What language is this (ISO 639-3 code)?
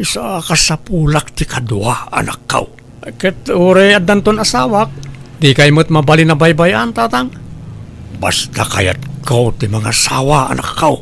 ilo